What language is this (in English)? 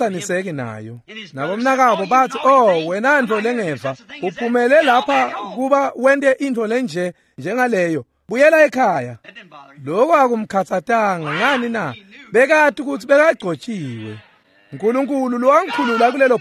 Swati